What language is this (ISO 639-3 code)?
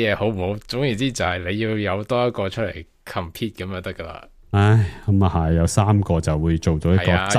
yue